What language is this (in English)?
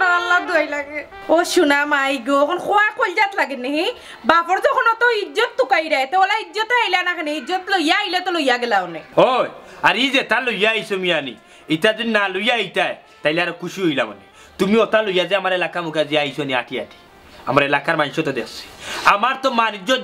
Sylheti